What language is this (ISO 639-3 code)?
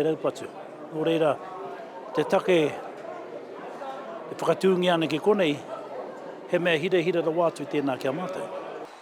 mri